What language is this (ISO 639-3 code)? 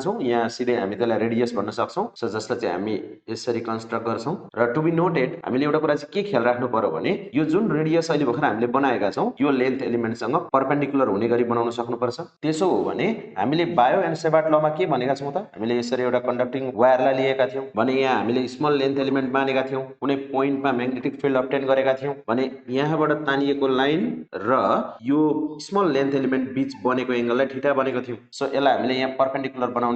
nep